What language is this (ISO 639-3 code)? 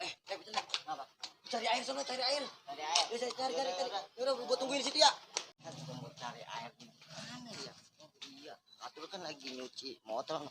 bew